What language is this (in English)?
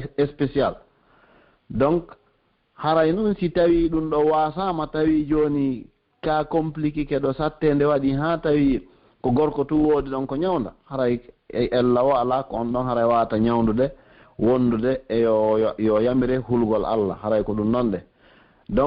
Pular